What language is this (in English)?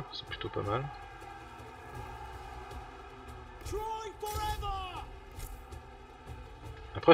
French